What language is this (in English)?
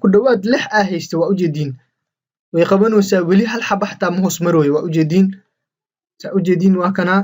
Somali